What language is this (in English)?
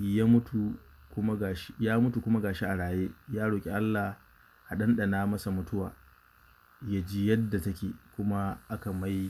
Hausa